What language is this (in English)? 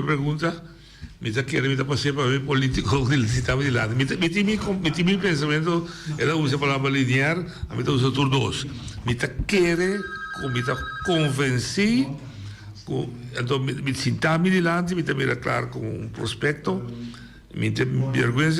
Papiamento